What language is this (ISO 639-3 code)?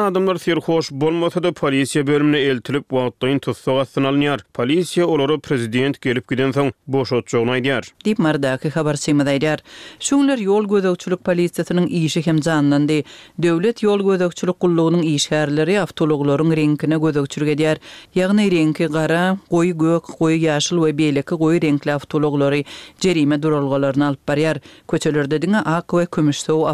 tuk